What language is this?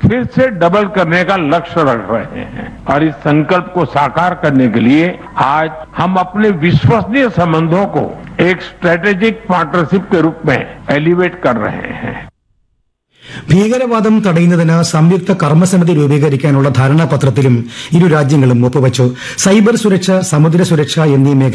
Malayalam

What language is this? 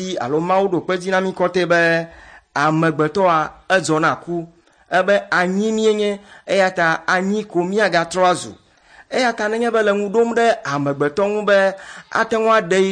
Ewe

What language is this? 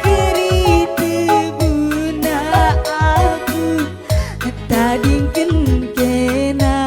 Batak Karo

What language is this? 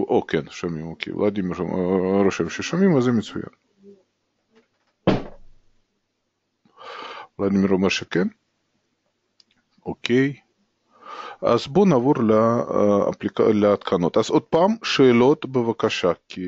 Hebrew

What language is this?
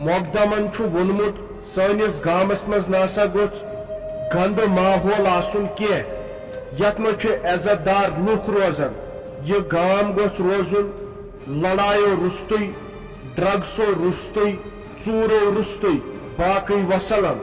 Kashmiri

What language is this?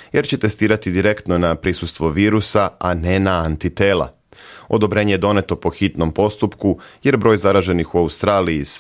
Serbian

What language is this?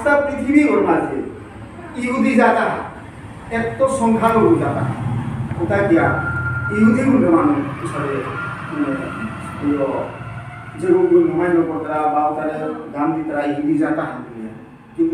Bishnupriya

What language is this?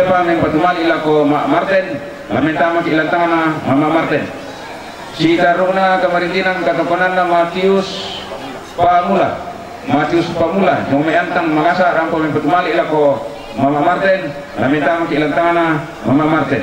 Toraja-Sa'dan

